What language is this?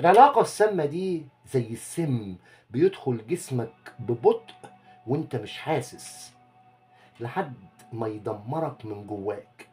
Egyptian Arabic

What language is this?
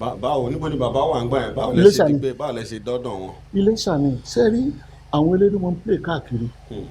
Yoruba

